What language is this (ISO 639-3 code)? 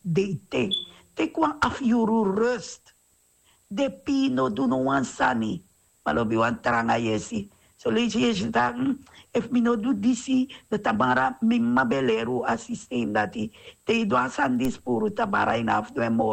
srn